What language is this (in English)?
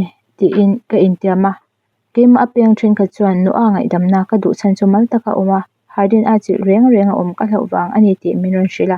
Mizo